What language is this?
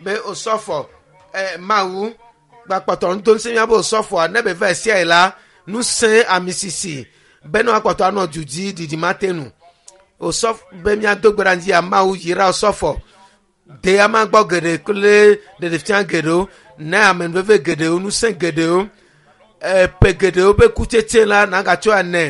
Ewe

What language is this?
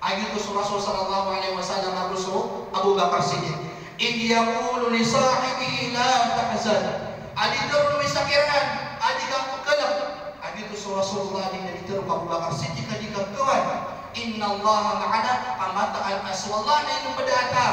Maranao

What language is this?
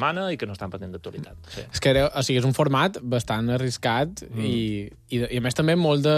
Catalan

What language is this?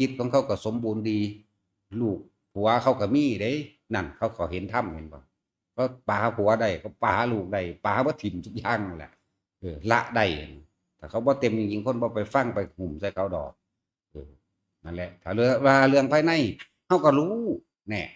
Northeastern Thai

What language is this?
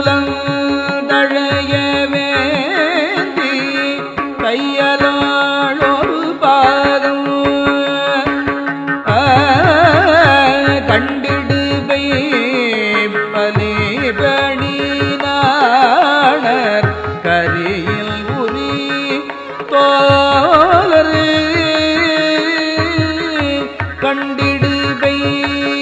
Tamil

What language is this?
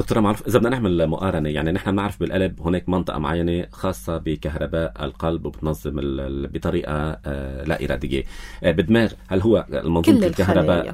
North Levantine Arabic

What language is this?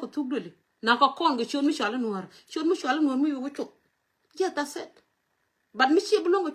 Nuer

